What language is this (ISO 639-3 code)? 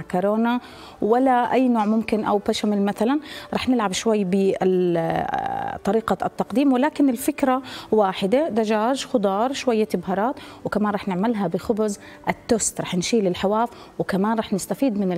ajp